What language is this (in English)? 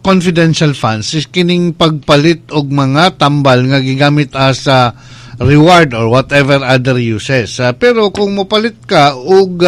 Cebuano